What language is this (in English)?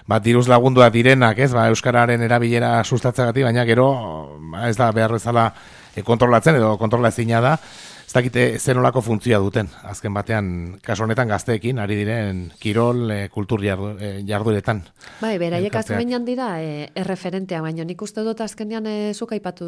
Basque